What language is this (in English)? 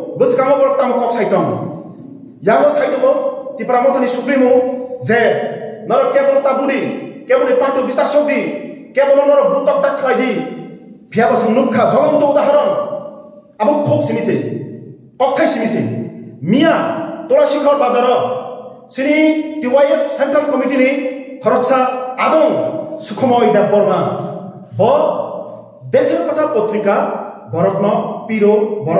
Kok Borok